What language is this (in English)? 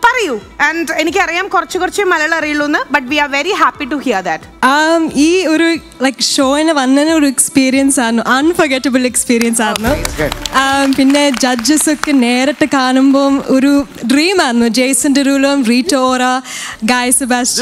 Malayalam